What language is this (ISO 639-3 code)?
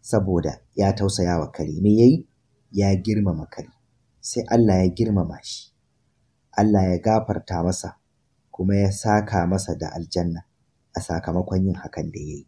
hau